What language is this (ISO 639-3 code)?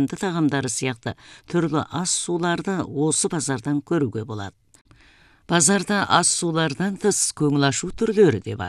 kaz